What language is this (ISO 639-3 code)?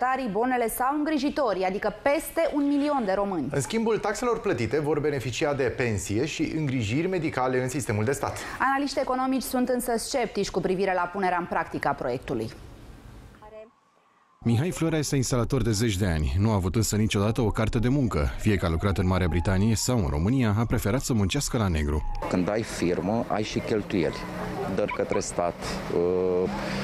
ron